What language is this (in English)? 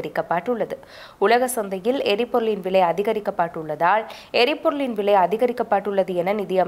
Tamil